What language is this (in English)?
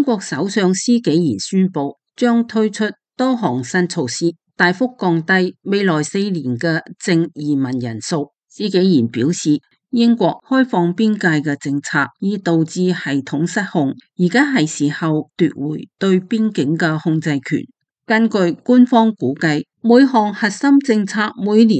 Cantonese